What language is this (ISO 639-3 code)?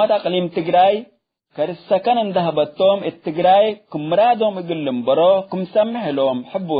tig